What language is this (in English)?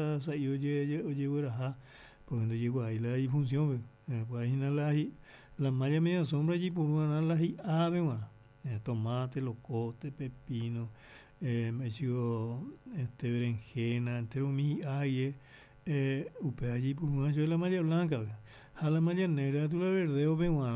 Guarani